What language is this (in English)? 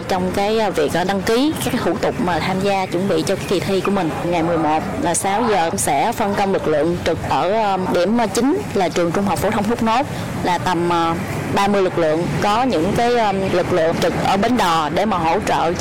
Vietnamese